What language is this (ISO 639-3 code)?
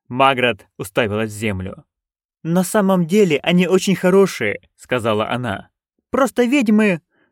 rus